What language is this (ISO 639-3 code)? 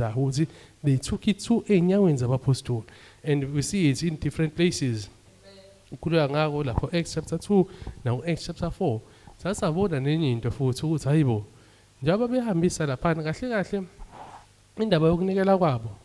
zul